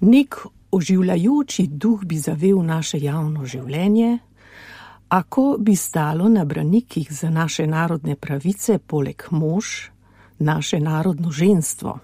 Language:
Slovenian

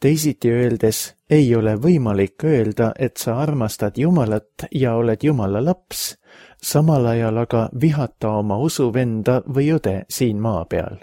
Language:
Estonian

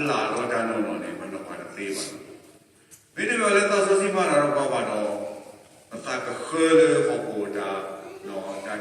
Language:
S'gaw Karen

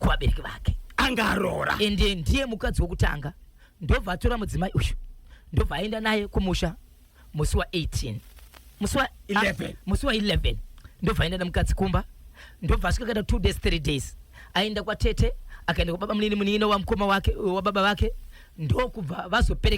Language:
Shona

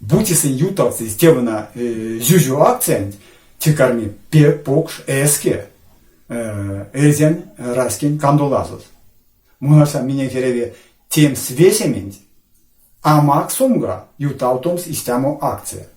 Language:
Erzya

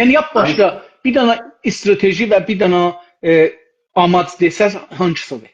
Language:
South Azerbaijani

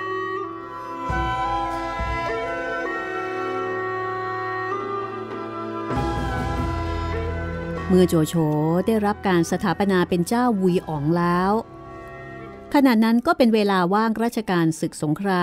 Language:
Thai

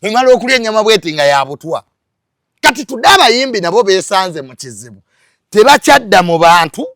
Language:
Ganda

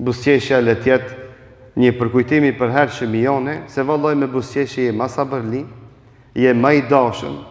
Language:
Albanian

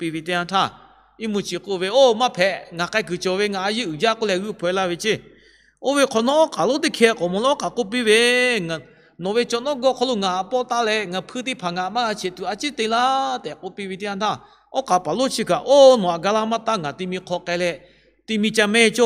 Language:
Lahu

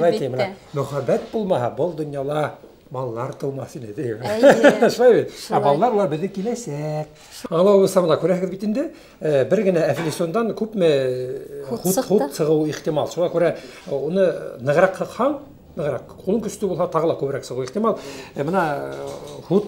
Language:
Bashkir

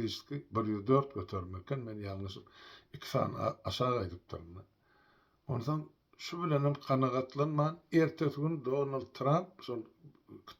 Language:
Turkmen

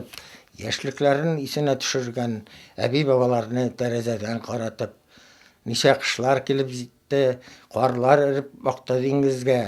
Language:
Bashkir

